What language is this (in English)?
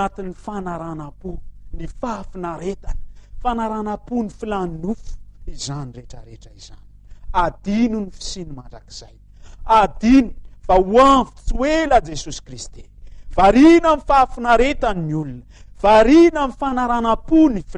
Malagasy